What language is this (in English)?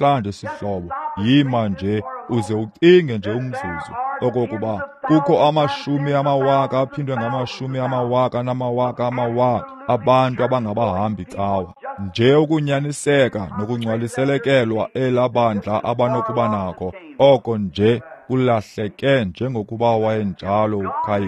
Xhosa